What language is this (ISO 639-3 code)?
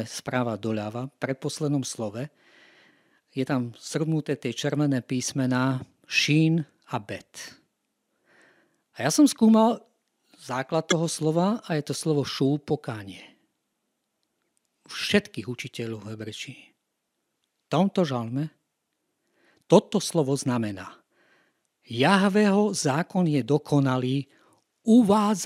slk